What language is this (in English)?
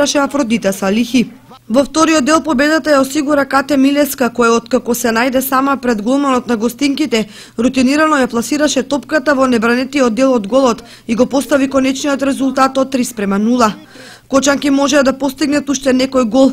Macedonian